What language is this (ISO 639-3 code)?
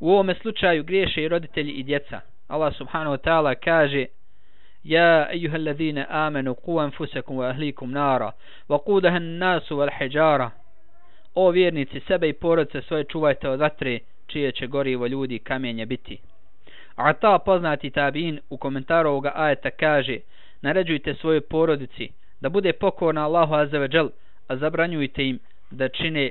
bos